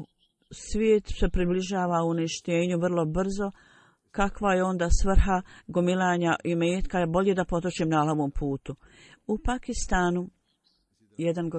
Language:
Bosnian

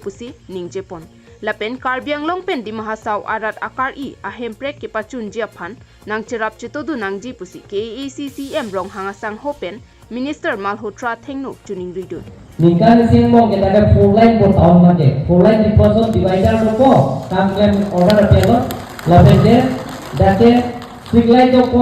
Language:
Karbi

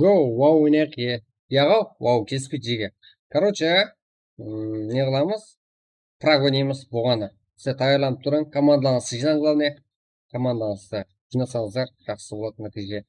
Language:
Kara-Kalpak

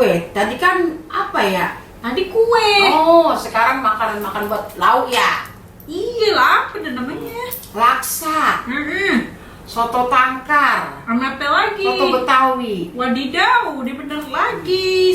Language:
Betawi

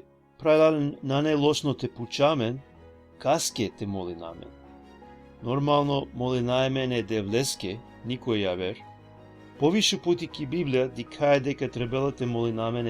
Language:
Balkan Romani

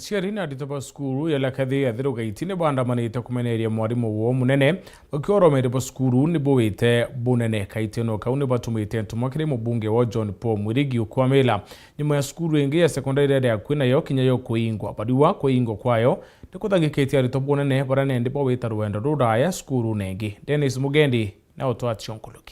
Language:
Meru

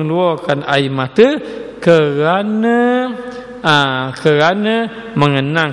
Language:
Malay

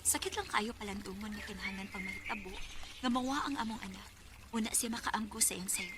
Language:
Cebuano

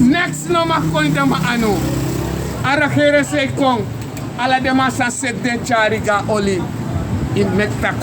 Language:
Sranan Tongo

